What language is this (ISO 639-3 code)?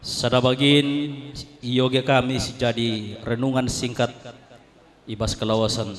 btx